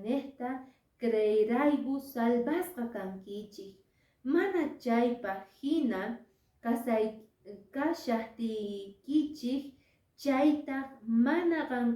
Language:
Quechua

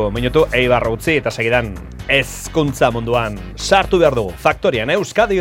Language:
Basque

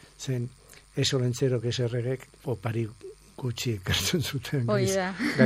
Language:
Basque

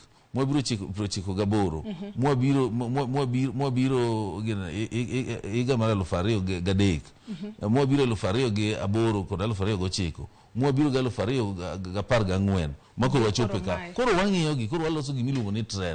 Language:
Luo (Kenya and Tanzania)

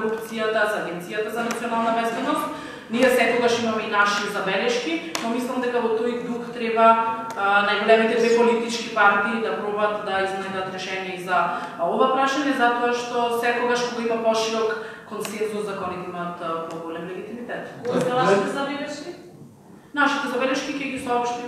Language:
Macedonian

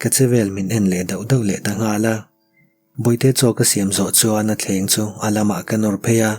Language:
Mizo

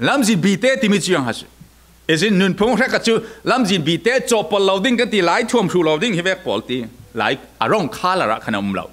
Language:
Falam Chin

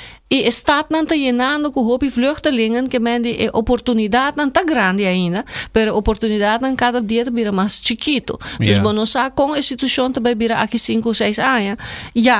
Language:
Papiamento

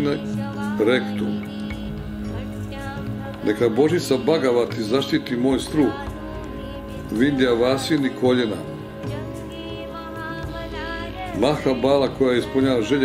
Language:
Croatian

